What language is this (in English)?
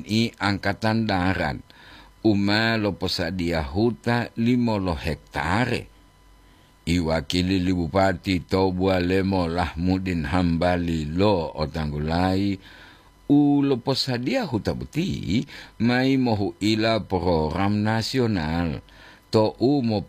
Gorontalo